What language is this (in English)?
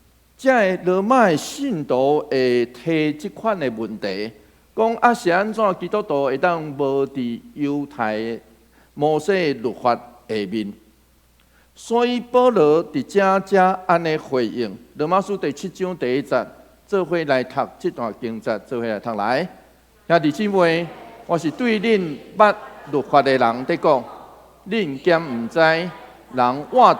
Min Nan Chinese